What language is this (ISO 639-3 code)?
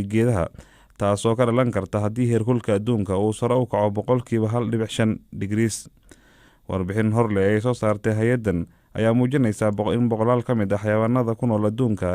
som